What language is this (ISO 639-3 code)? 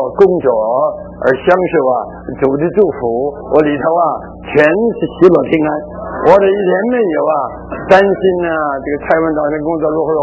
zho